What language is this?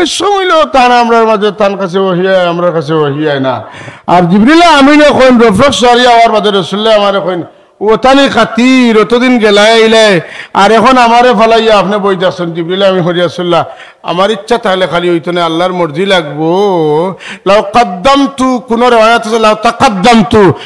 Sylheti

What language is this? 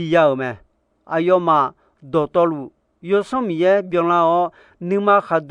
Akha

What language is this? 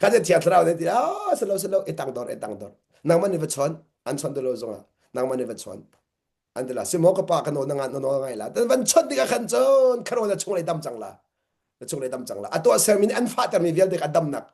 Hakha Chin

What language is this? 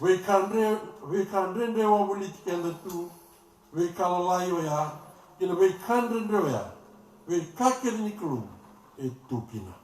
Fijian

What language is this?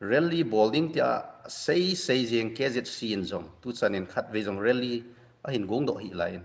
Thado Chin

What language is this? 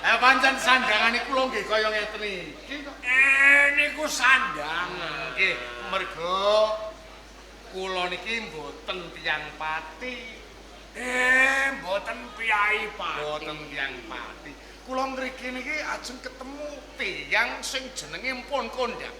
Javanese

